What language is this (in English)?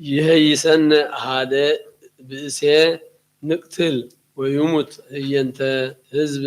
Geez